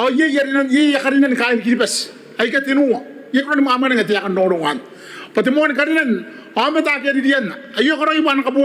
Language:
Gilbertese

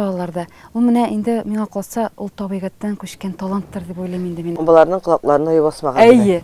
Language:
Tatar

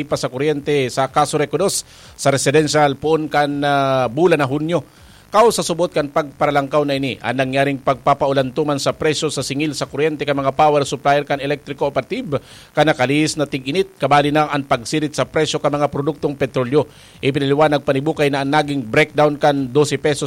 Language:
Bikol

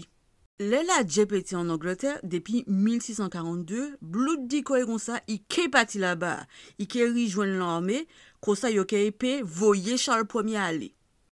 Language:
Guadeloupean Creole French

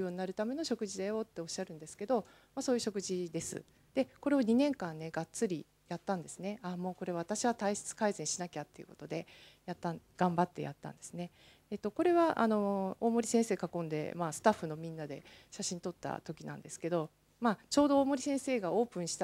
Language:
Japanese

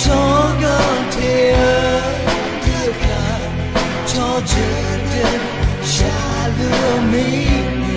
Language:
Akha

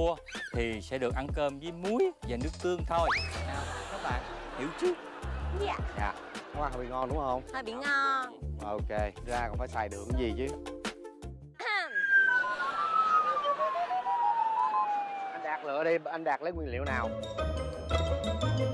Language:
Vietnamese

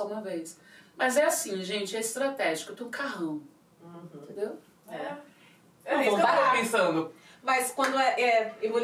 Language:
Portuguese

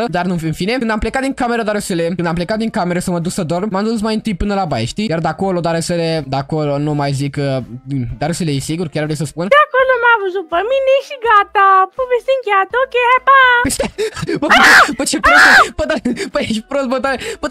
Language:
Romanian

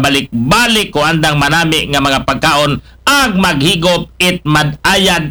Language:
Aklanon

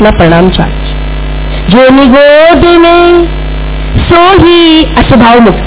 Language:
Gujarati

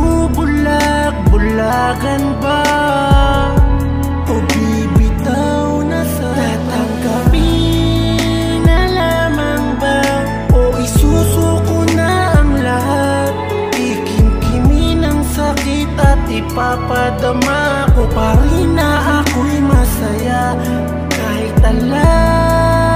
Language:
Filipino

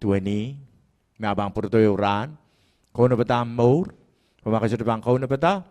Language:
Pohnpeian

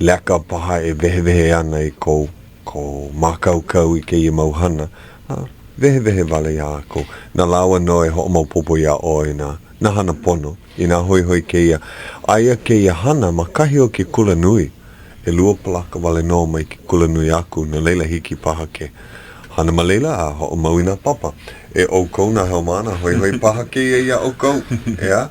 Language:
Hawaiian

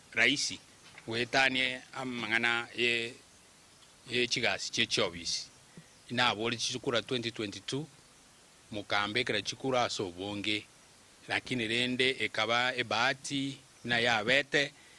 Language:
Gusii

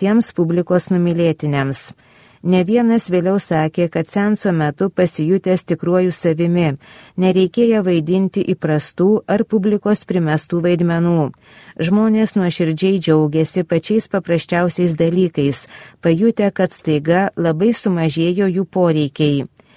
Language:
Lithuanian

